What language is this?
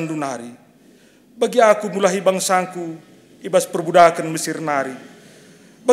Batak Karo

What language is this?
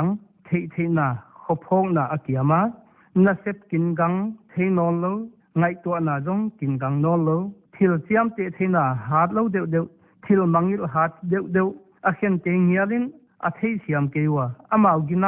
Paite Chin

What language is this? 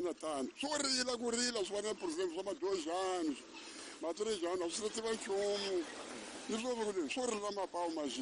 Tsonga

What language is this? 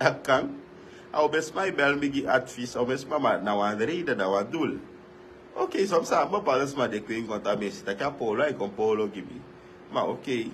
Sranan Tongo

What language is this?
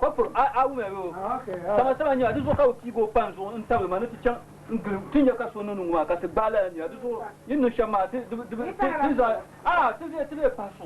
Dagbani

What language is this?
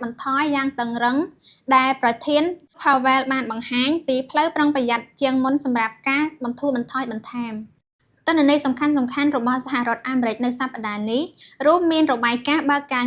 Khmer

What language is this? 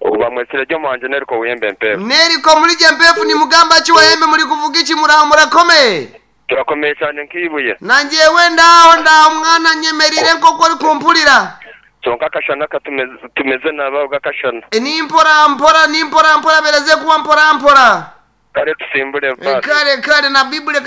Nyankole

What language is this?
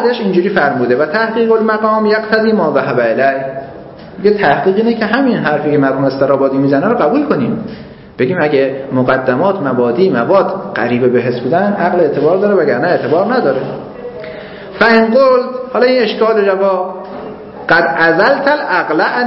Persian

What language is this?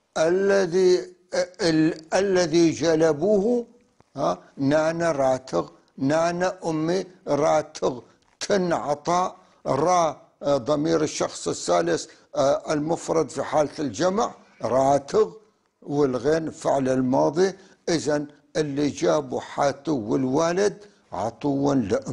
North Levantine Arabic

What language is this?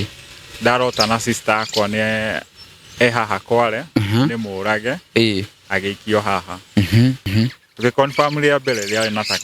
Kikuyu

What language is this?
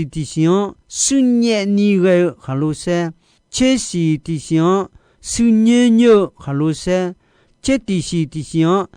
Akha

